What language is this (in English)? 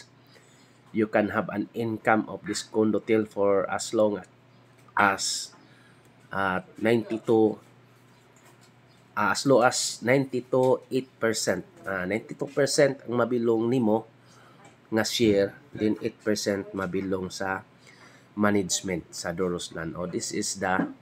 Cebuano